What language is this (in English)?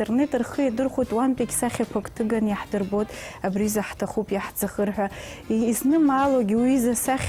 Abkhazian